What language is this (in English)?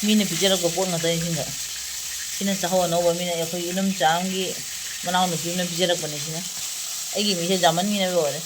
Manipuri